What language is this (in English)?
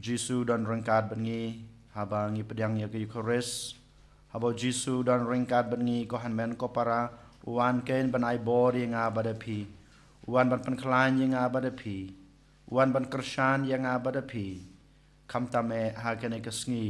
Khasi